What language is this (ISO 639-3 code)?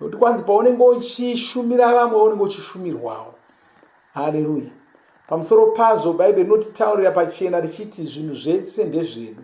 sna